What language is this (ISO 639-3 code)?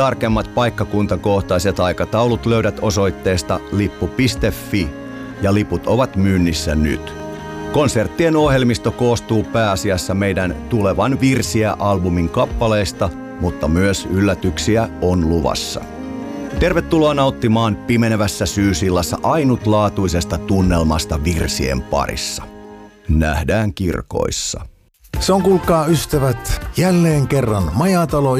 fin